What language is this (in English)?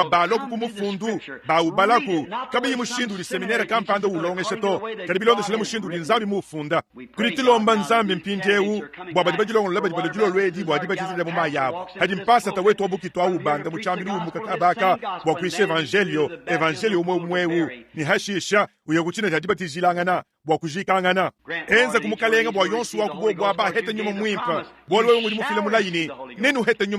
Luba-Lulua